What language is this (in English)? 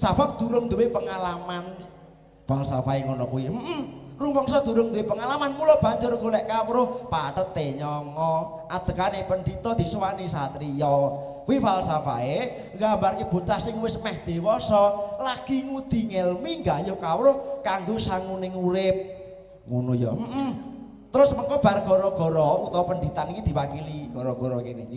Javanese